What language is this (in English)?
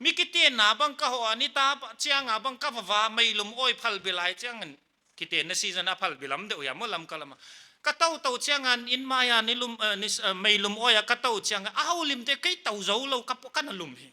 Paite Chin